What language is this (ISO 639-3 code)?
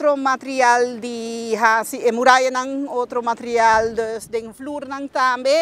pap